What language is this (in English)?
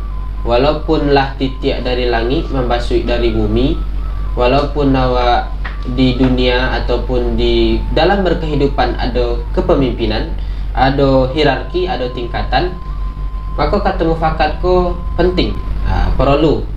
Minangkabau